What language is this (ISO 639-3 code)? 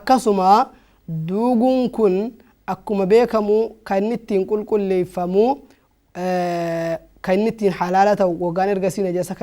orm